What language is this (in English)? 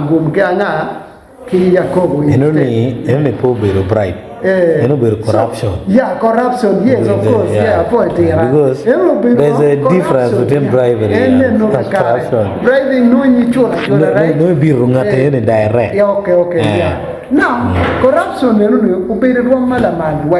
Acoli